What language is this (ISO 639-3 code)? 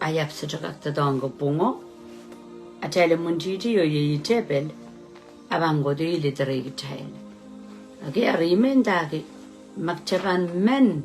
pon